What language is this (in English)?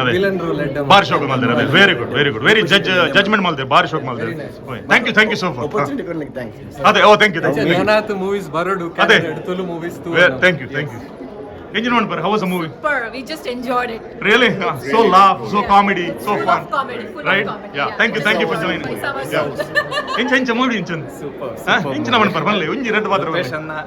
Tulu